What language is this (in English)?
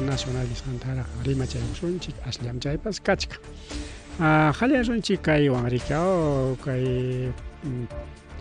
Ayacucho Quechua